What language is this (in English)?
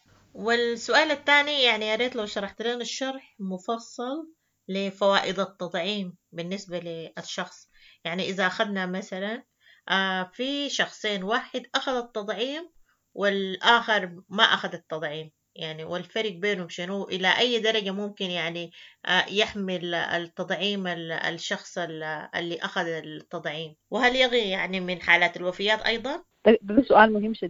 Sudanese Arabic